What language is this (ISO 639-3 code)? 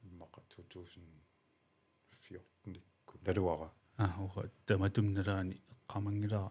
kal